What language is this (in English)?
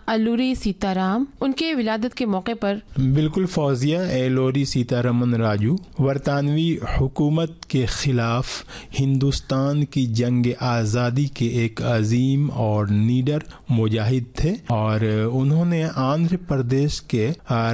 Urdu